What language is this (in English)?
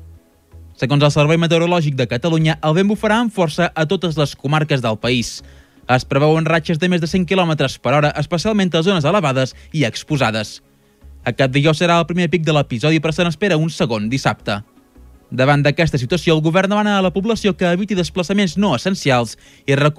Catalan